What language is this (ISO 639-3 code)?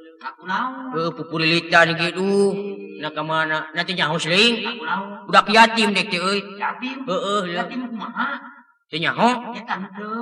sun